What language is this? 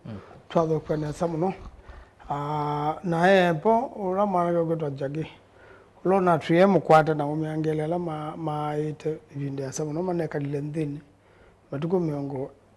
Kamba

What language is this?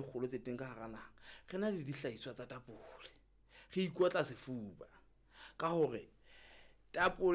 Southern Sotho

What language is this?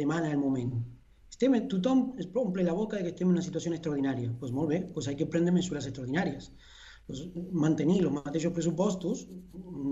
Catalan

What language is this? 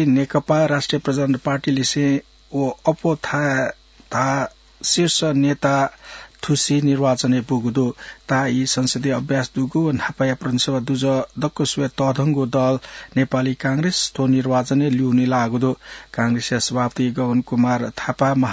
Newari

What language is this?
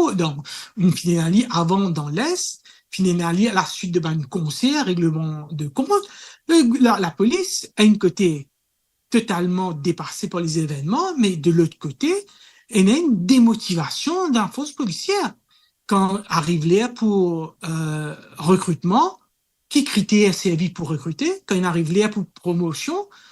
Morisyen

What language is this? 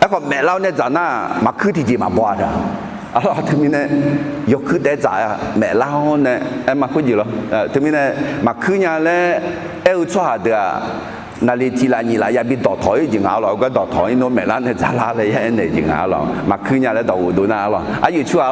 Akha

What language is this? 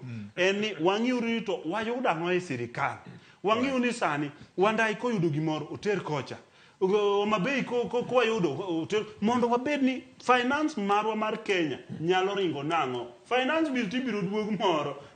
Luo (Kenya and Tanzania)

